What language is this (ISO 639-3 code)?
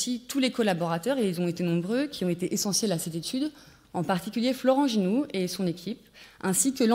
fra